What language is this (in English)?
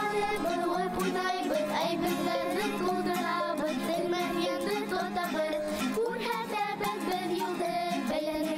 Bashkir